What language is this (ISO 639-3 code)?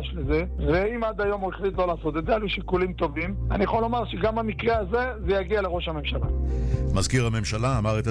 heb